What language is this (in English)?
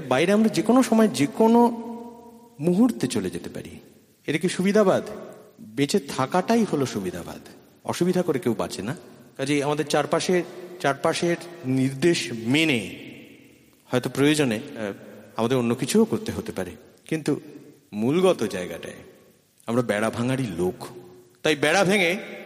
Bangla